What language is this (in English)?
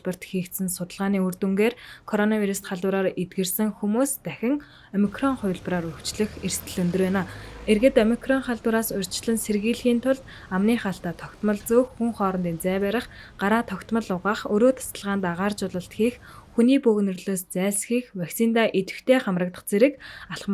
Mongolian